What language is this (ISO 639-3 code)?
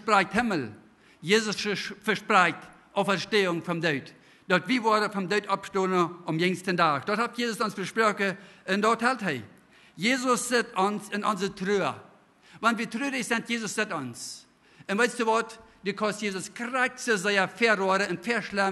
pdt